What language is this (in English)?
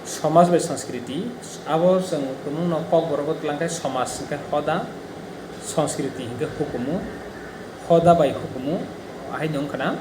Kok Borok